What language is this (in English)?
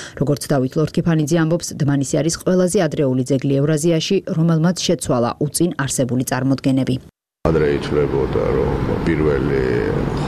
Georgian